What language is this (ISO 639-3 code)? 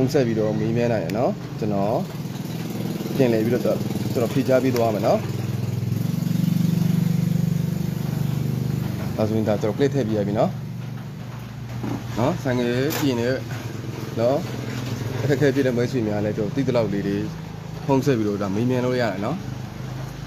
mya